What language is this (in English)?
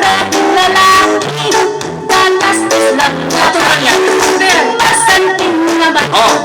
Pampanga